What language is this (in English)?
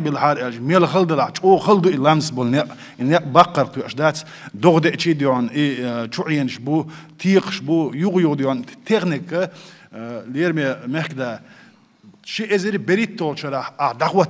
Chechen